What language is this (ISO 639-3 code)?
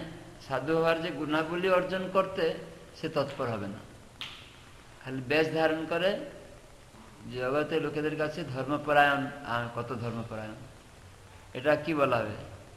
ben